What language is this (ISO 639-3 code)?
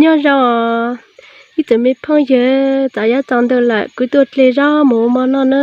hmn